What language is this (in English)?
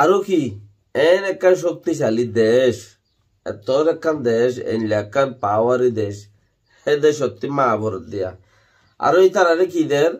Rohingya